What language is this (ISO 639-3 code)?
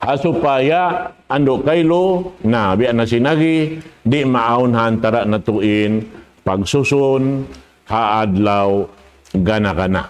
tsg